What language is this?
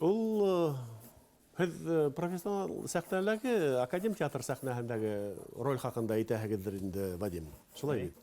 Bashkir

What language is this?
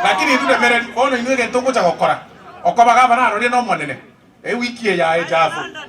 Gusii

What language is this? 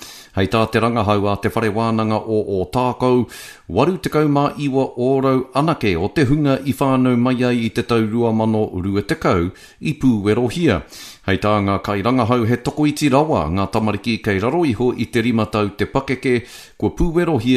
Māori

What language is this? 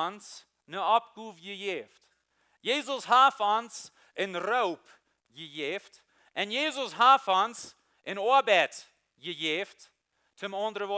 Plautdietsch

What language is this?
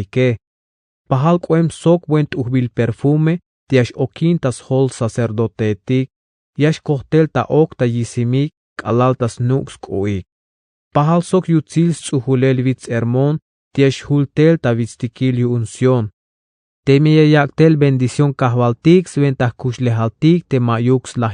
Tzeltal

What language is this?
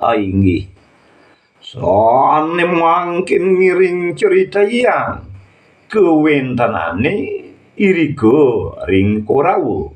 Balinese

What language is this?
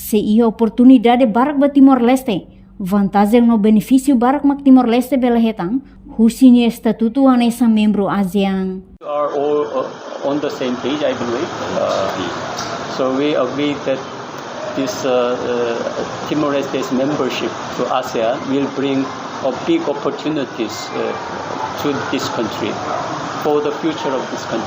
Tetum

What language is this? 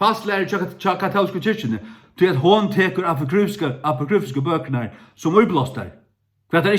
Faroese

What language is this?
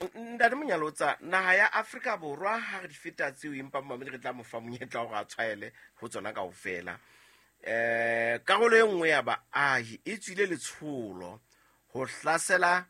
Southern Sotho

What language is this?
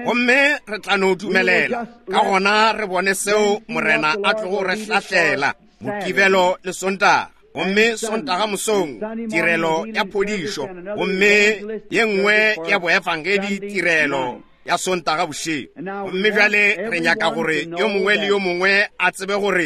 Northern Sotho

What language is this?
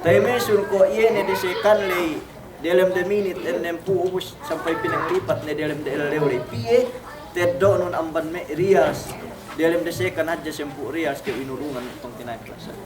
Yakan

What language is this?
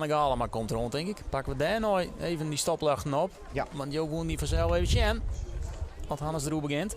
Western Frisian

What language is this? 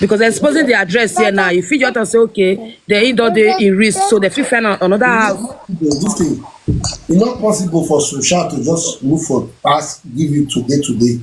Nigerian Pidgin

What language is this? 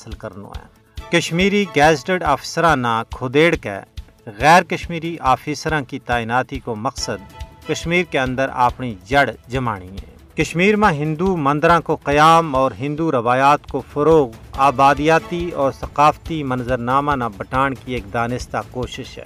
Gujari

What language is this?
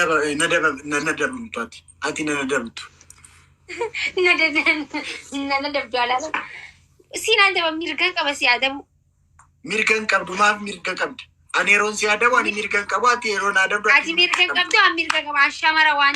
Oromo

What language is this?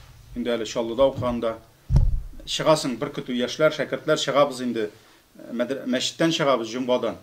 Tatar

